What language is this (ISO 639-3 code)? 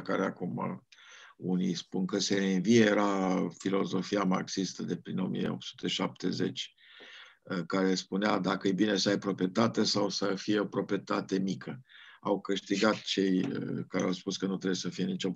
ron